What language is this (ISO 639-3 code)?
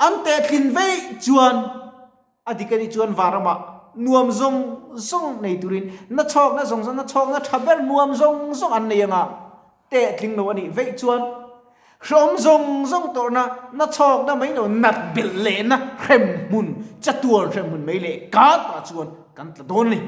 lus